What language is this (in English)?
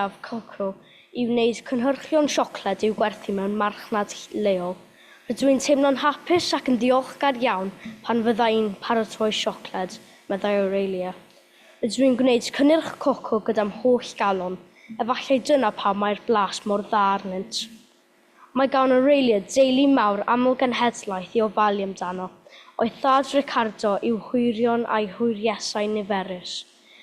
Welsh